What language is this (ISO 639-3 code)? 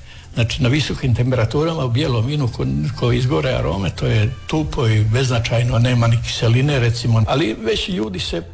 hrv